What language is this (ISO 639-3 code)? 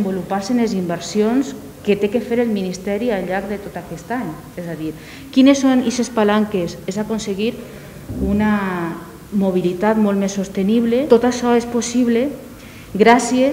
cat